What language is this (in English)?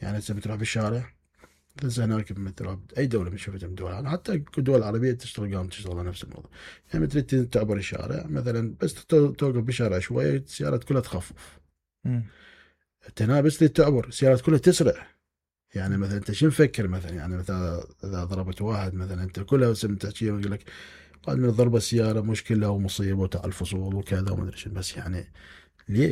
Mesopotamian Arabic